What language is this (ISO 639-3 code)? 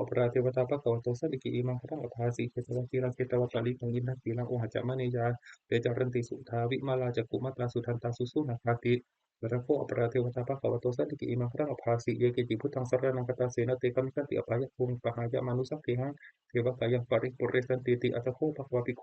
pli